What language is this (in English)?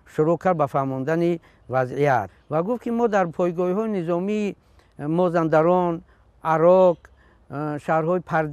Tajik